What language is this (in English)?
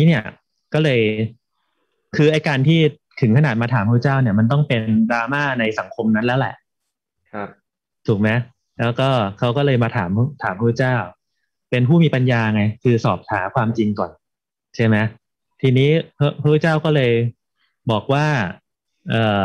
Thai